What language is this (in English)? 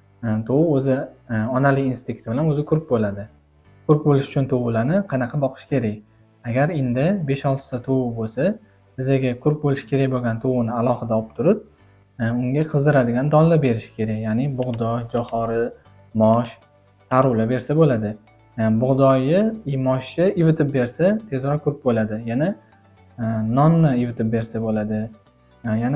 Uzbek